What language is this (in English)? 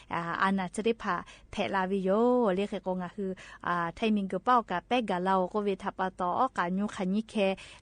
Lahu